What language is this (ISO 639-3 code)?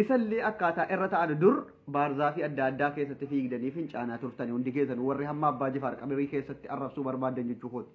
orm